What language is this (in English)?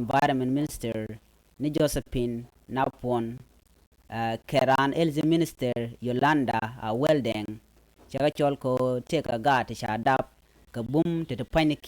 Nuer